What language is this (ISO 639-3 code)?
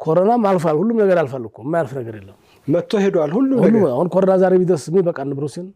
amh